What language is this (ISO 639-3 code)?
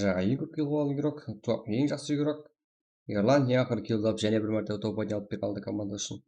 kaa